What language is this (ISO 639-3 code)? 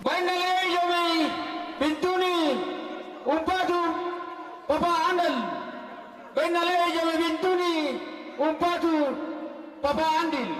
sda